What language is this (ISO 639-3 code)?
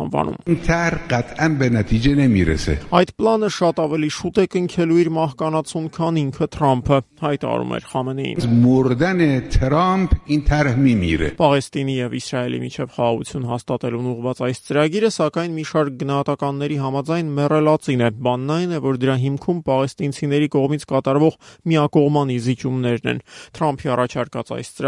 hye